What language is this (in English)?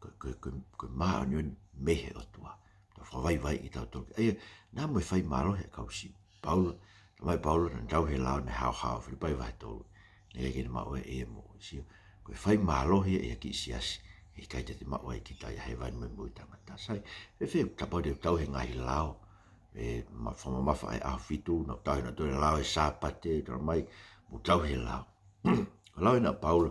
Tongan